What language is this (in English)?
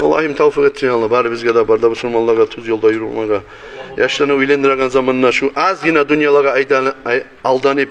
Kumyk